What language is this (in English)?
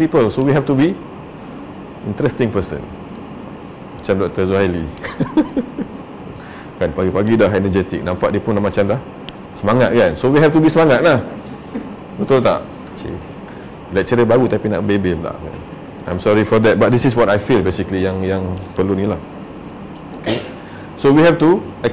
Malay